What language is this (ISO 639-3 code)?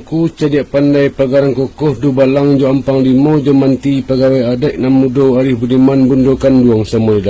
min